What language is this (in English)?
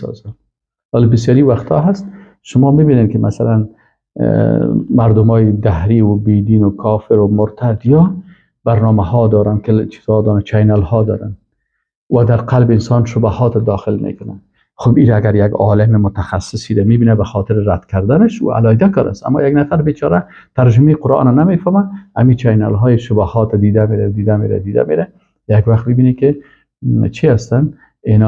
Persian